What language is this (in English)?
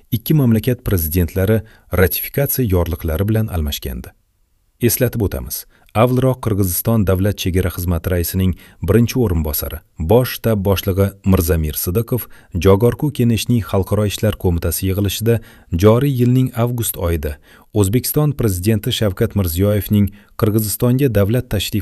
Uzbek